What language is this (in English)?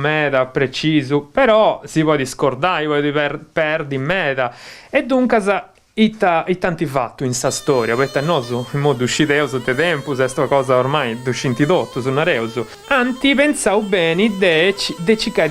Sardinian